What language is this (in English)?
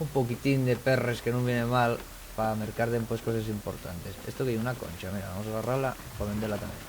Asturian